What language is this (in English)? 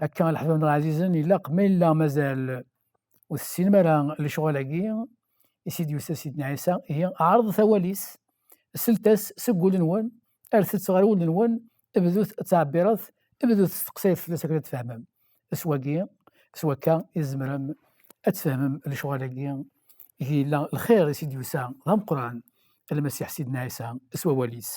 Kabyle